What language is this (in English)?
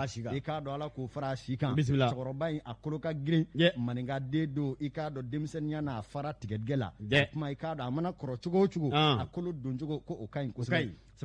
Bambara